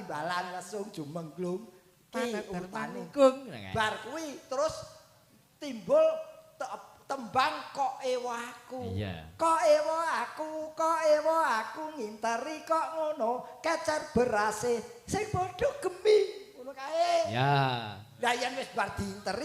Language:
Javanese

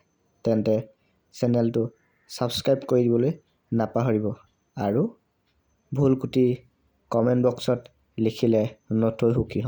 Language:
Assamese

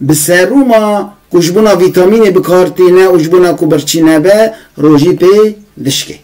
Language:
Kurdish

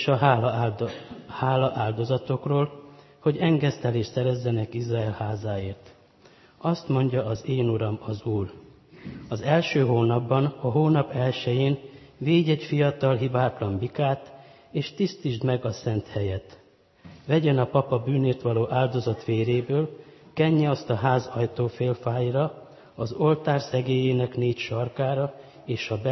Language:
Hungarian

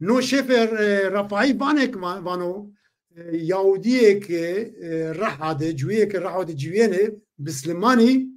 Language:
Zaza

